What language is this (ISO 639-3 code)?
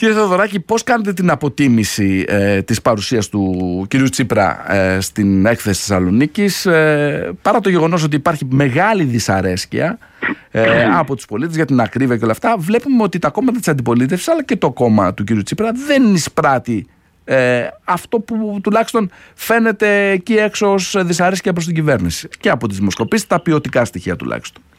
ell